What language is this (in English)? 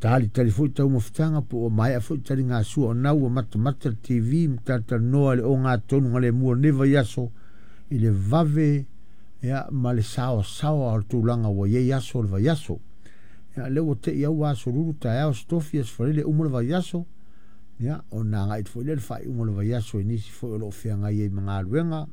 Samoan